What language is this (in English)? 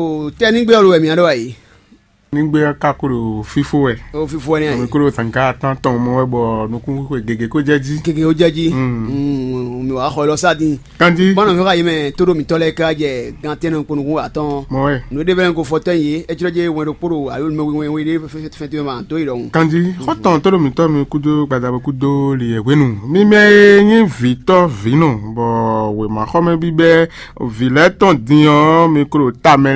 Fon